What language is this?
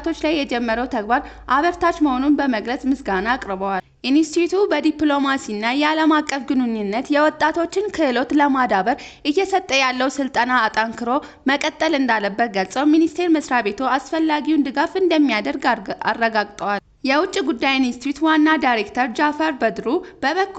Amharic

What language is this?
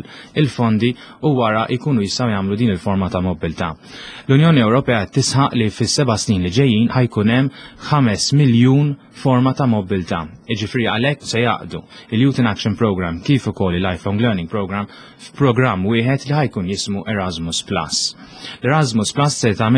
Maltese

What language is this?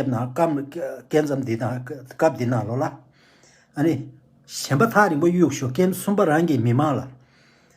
Tibetan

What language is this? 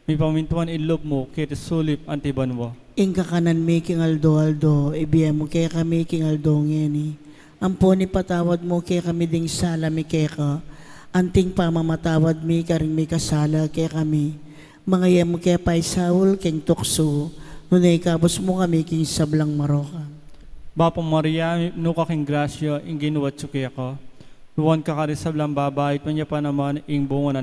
Pampanga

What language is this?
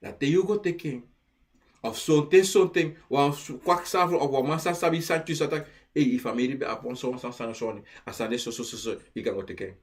Sranan Tongo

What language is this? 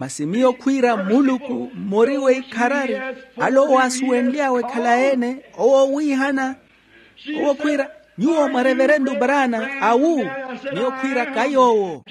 Makhuwa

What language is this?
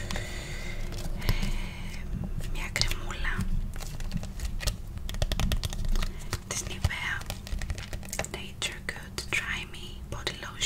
Greek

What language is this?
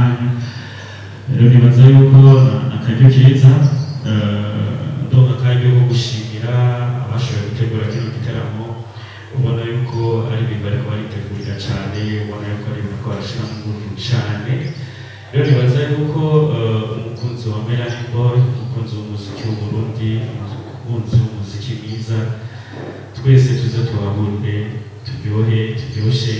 Rundi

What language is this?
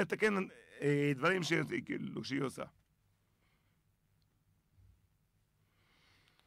Hebrew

